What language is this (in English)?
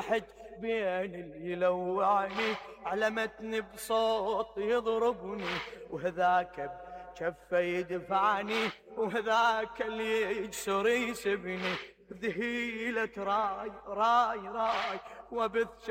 Mesopotamian Arabic